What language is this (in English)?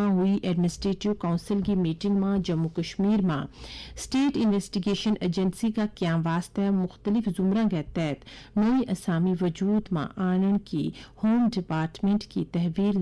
Gujari